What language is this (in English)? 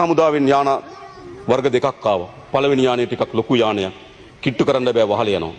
Sinhala